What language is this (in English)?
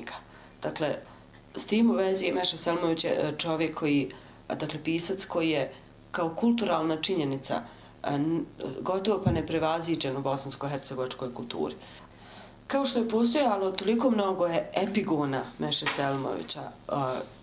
Bosnian